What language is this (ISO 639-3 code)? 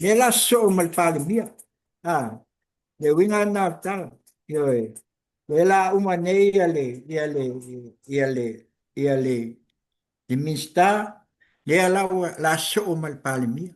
smo